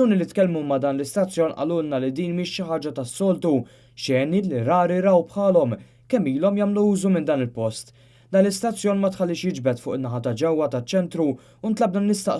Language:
Maltese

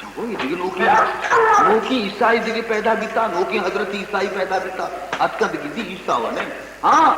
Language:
Baluchi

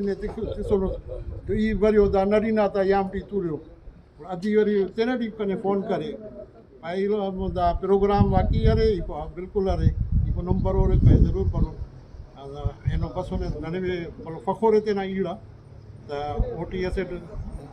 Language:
Brahui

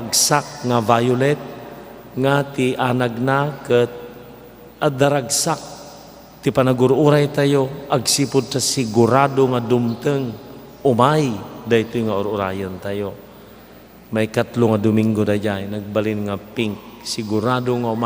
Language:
Iloko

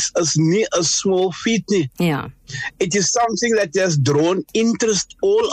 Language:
Afrikaans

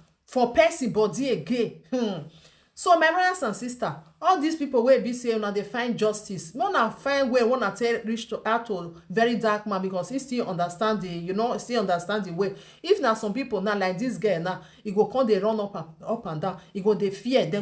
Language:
Nigerian Pidgin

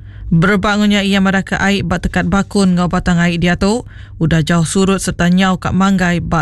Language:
Iban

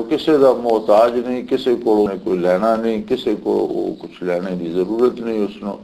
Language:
Western Panjabi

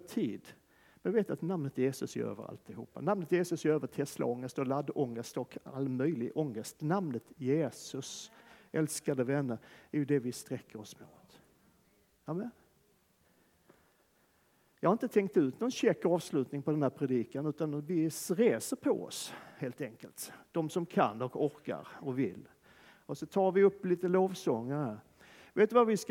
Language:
Swedish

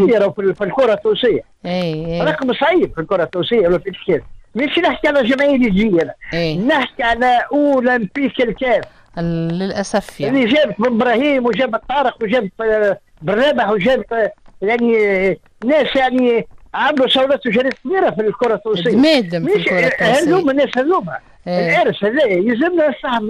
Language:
Tunisian Arabic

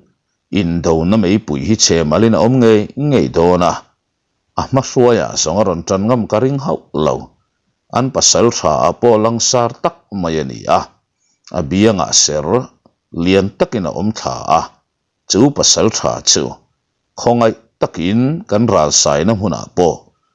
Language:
Mizo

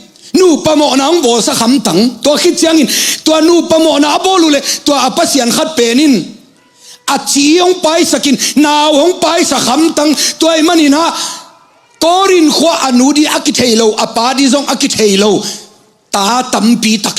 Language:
Tedim Chin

